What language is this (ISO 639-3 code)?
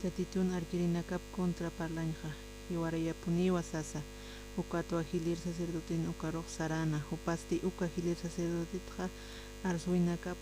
aym